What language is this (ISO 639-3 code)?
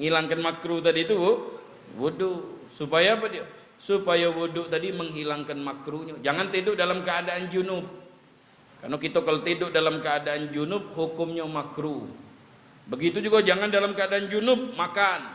mui